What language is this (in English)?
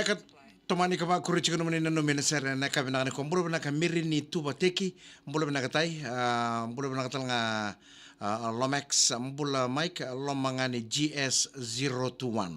Fijian